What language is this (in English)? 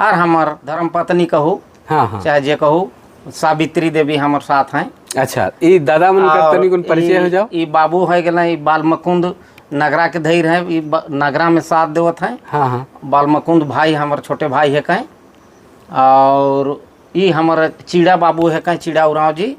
Sadri